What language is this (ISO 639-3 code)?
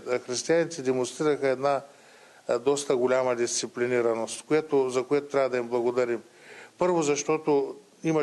bul